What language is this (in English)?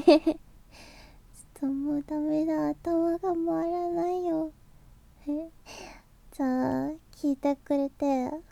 Japanese